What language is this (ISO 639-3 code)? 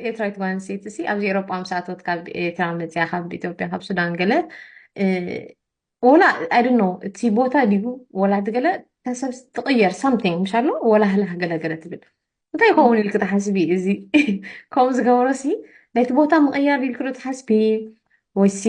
tir